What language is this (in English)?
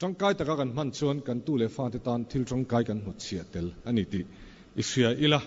Mizo